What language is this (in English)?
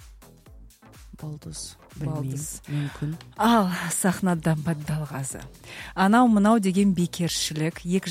Kazakh